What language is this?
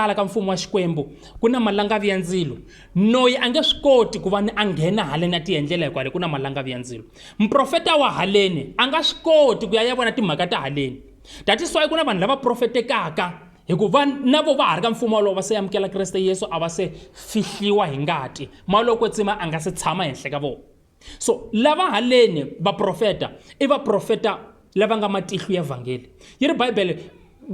Tsonga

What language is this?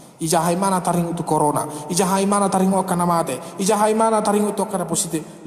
Batak Toba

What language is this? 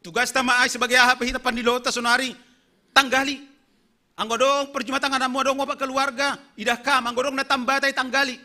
Batak Simalungun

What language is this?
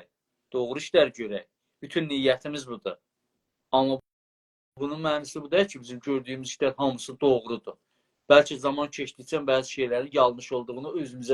South Azerbaijani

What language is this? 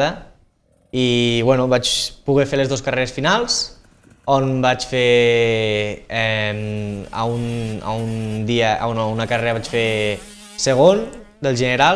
Catalan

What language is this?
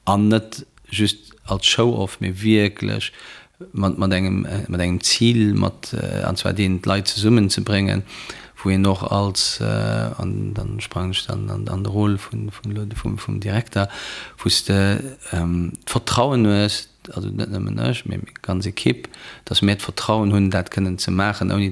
Luxembourgish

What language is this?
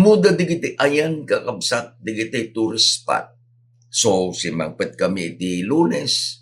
Iloko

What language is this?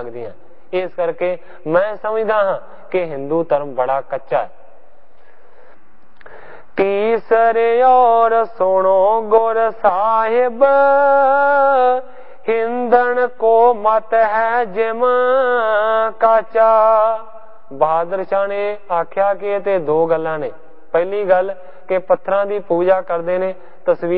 Punjabi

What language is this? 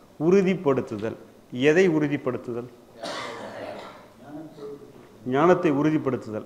Tamil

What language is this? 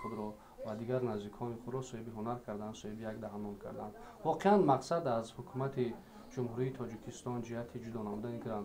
Tajik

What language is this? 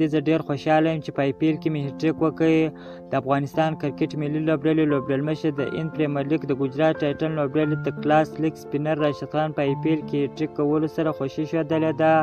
Pashto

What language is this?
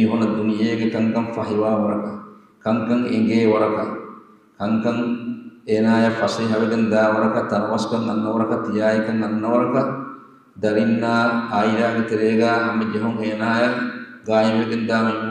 Divehi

